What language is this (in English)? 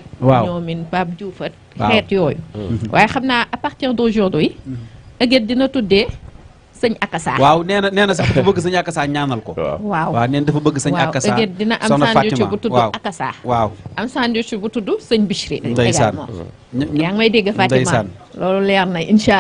Wolof